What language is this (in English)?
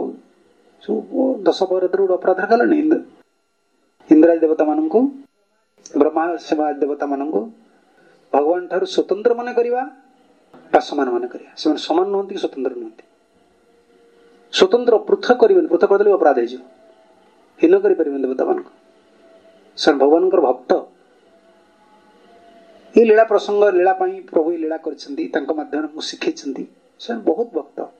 Odia